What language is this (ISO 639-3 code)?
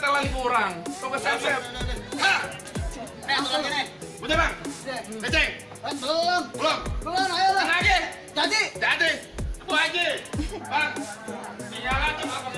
bew